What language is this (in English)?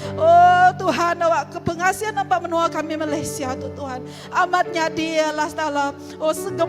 Iban